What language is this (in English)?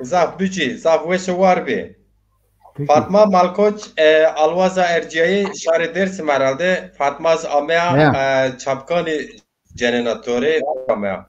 Zaza